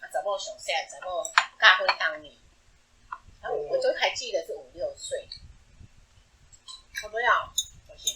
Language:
Min Nan Chinese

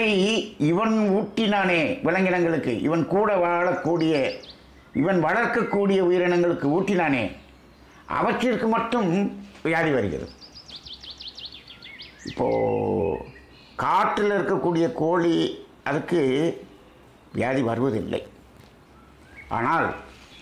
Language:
Tamil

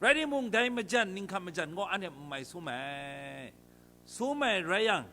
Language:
Kachin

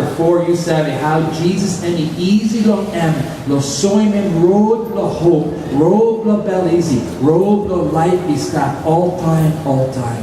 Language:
Tok Pisin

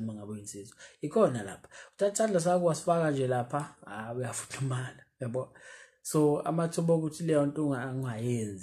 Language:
Zulu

